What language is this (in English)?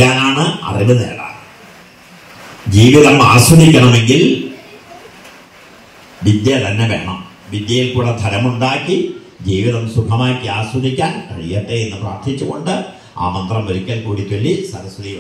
Malayalam